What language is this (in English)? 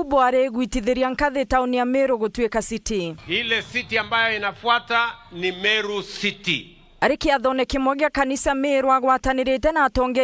Meru